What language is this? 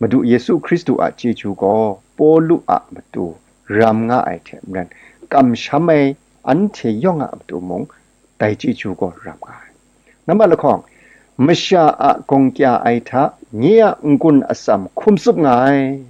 Kachin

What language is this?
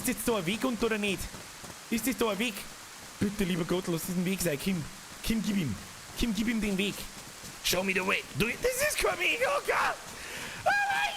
Bavarian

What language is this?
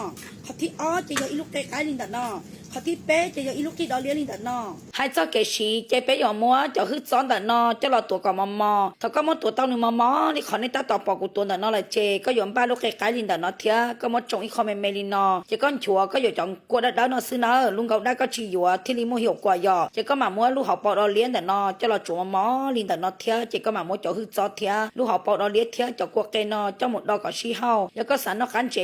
Hmong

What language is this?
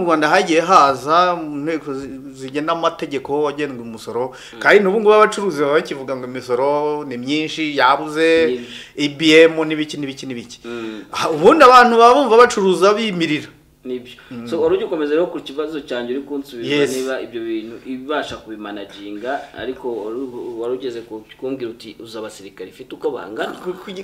Kinyarwanda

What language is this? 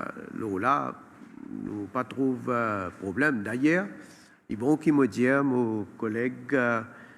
Morisyen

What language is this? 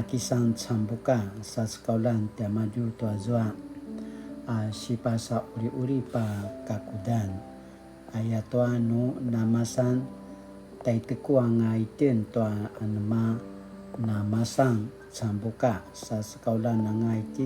Paiwan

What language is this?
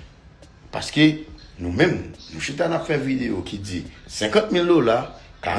Haitian Creole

